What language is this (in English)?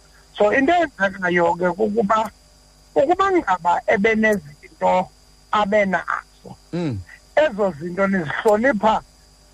Xhosa